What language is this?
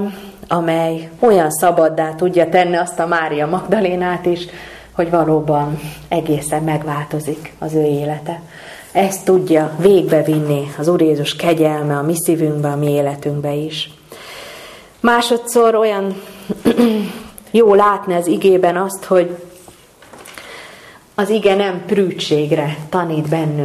Hungarian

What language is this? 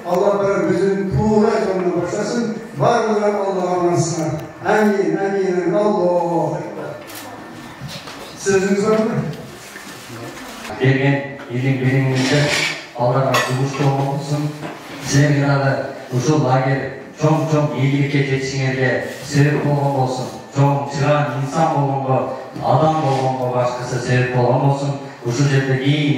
Kyrgyz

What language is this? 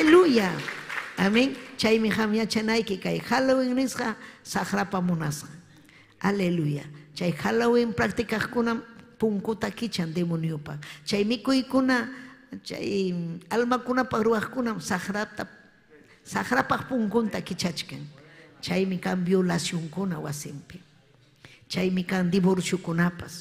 Ayacucho Quechua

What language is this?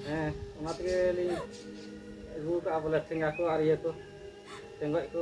Santali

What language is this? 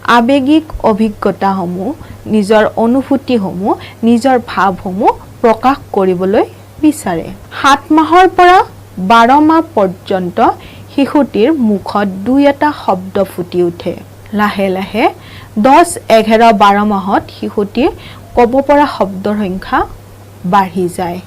Assamese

